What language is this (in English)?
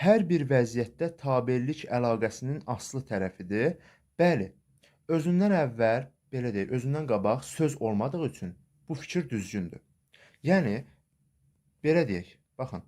Azerbaijani